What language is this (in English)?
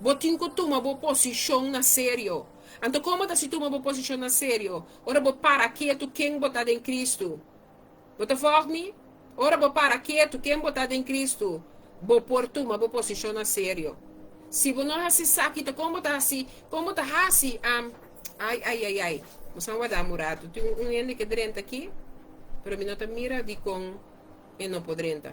Papiamento